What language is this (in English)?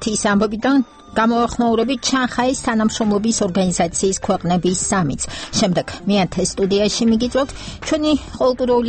Georgian